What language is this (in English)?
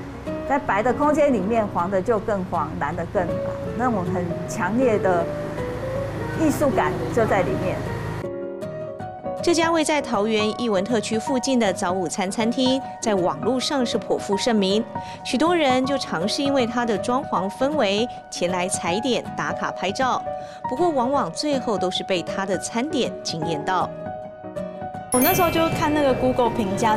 Chinese